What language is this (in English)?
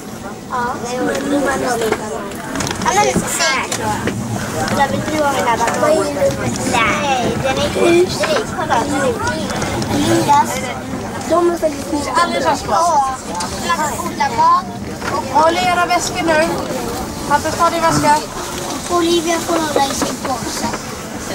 Swedish